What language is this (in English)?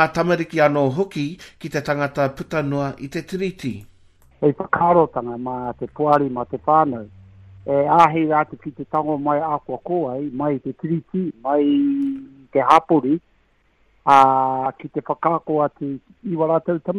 Māori